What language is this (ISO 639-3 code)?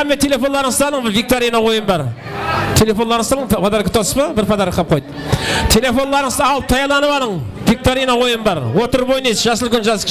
kaa